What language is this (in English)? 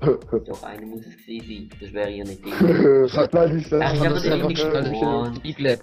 Swiss German